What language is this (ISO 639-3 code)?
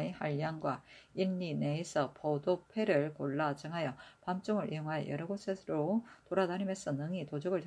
kor